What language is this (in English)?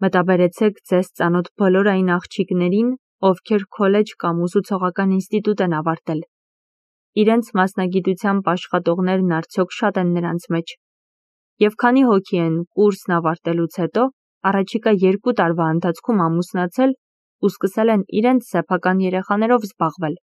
Armenian